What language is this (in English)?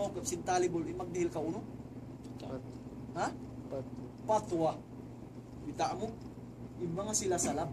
Tausug